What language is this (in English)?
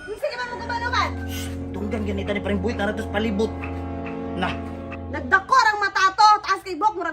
Cebuano